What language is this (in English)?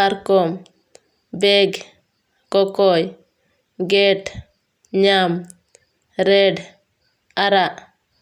Santali